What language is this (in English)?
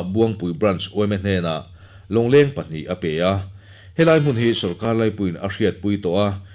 Mizo